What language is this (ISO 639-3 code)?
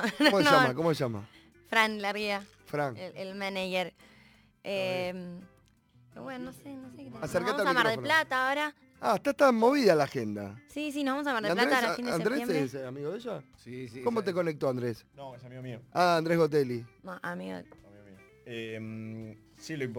spa